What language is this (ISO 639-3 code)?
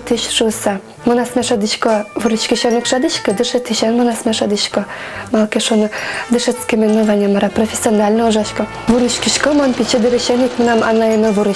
udm